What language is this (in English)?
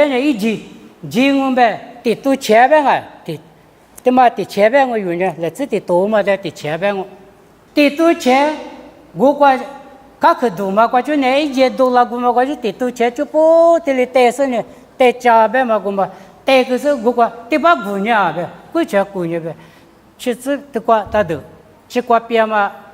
Lisu